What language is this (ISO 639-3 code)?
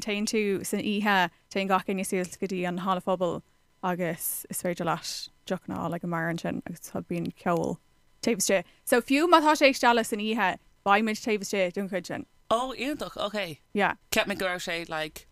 gle